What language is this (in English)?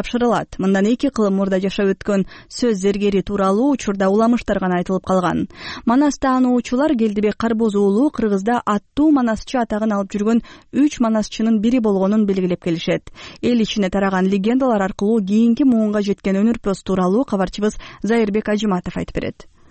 Kyrgyz